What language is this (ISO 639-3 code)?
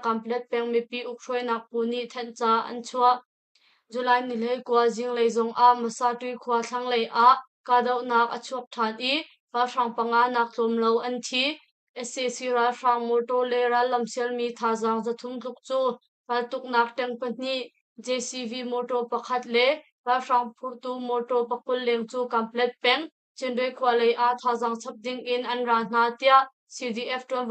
cnh